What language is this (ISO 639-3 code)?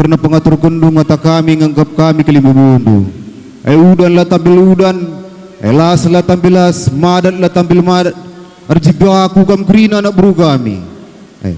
btx